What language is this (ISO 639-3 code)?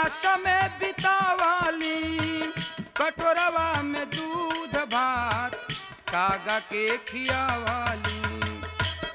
bho